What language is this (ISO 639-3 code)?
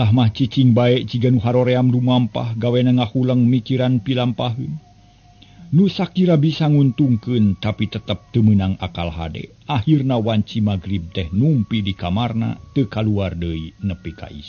sun